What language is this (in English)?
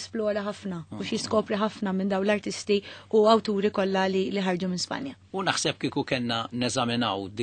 Maltese